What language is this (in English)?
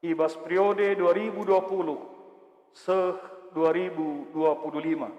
Batak Karo